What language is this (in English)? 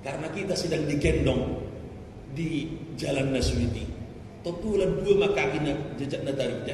Batak Toba